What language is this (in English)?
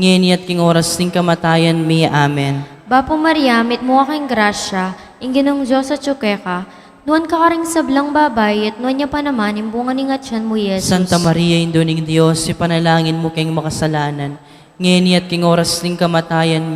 Pampanga